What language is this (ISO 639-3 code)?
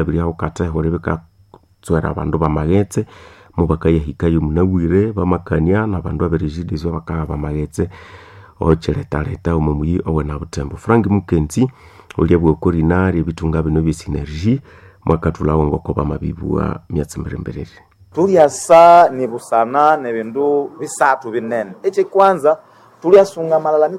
nnb